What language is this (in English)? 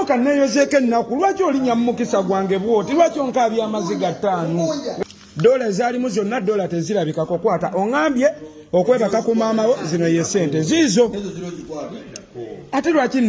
Ganda